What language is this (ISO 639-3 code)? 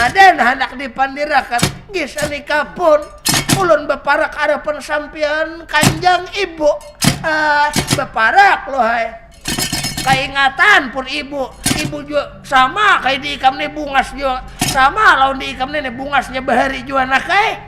bjn